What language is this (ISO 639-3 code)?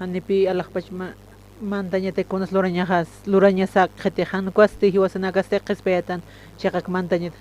aym